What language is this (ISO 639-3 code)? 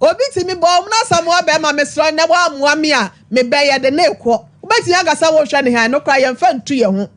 aka